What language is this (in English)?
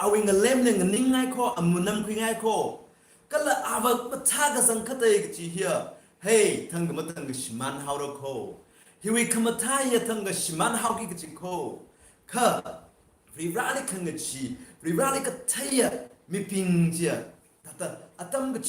Tangkhul Naga (India)